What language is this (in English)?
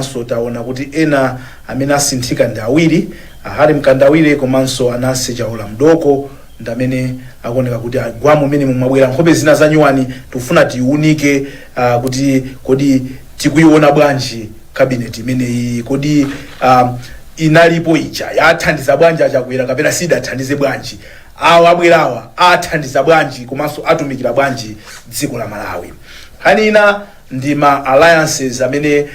Nyanja